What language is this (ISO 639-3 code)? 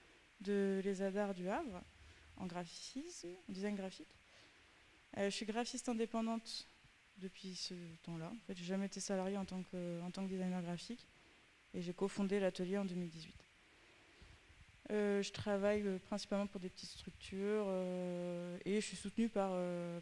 fra